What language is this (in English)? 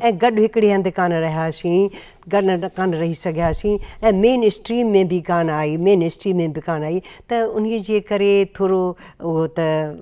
Sindhi